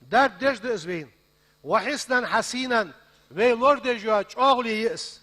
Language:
Ingush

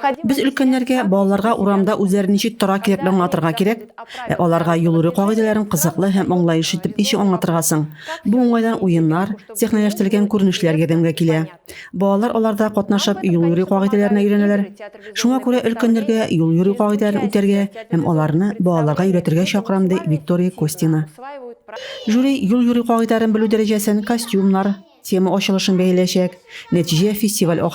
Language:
Tatar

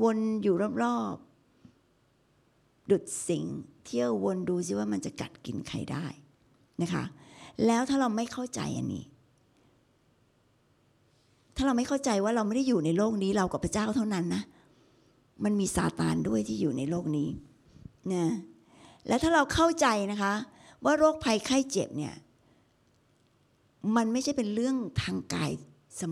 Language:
Thai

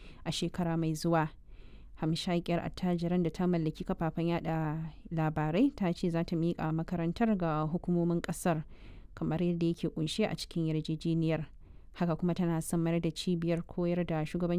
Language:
Hausa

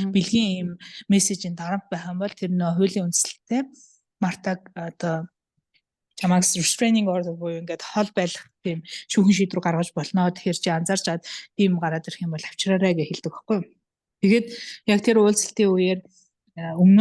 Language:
Mongolian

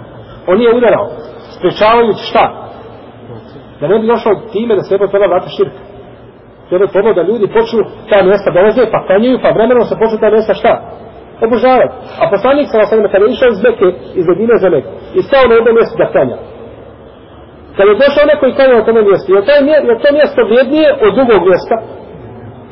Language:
Bosnian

